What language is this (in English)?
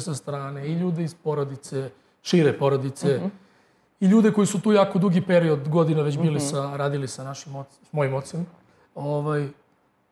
Serbian